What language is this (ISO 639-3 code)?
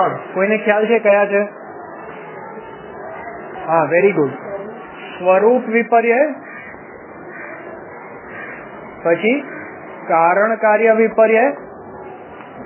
guj